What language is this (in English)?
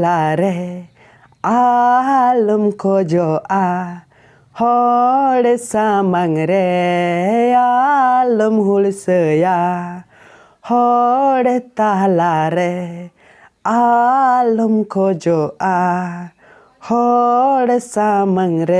Santali